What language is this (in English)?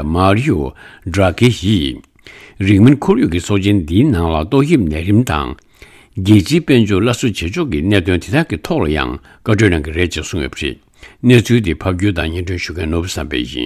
Tibetan